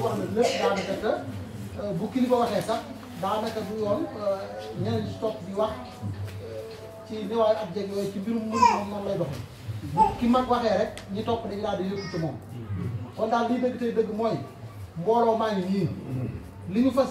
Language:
Wolof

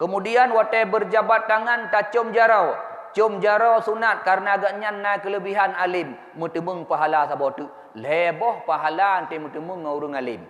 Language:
Achinese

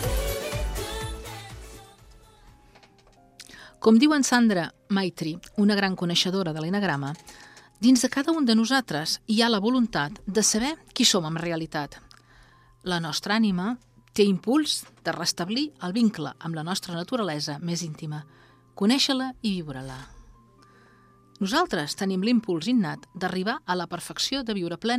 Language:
Catalan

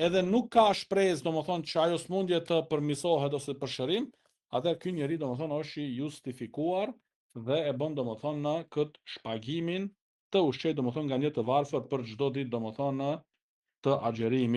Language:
Albanian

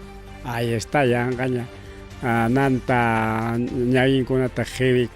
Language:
Ayacucho Quechua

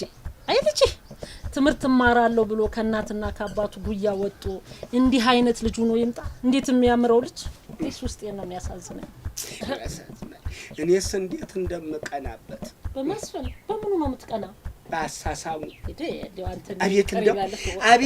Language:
Amharic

